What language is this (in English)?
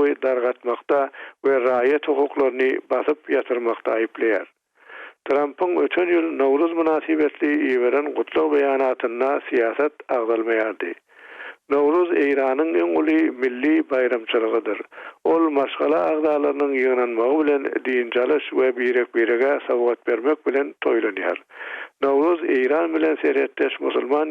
Turkmen